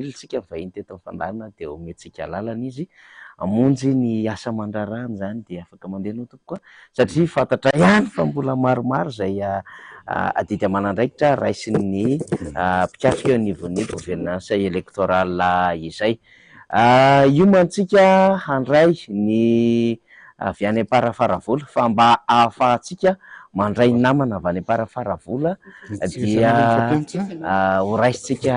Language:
Malagasy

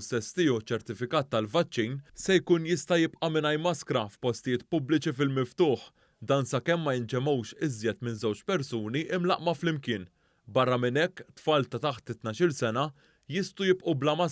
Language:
Maltese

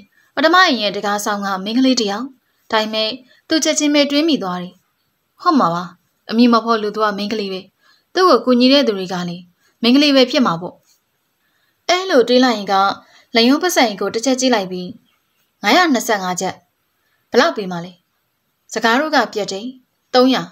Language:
Burmese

